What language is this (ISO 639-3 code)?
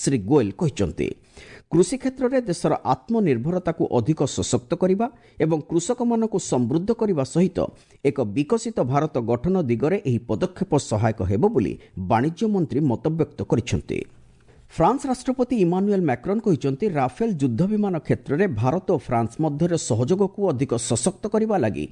ori